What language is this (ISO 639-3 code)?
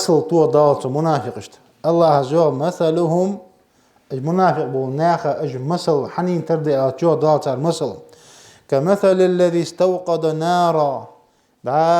inh